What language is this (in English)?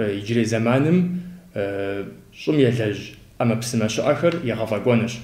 Kabardian